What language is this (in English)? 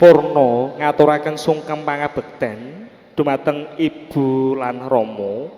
Javanese